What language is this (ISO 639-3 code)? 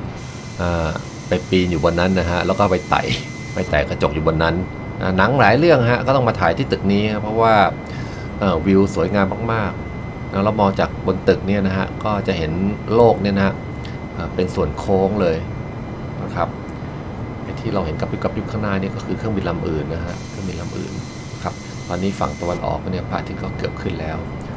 tha